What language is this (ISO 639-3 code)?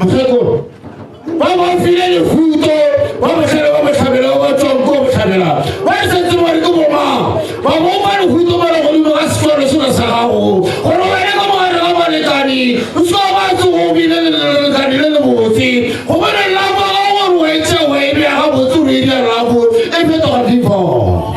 nso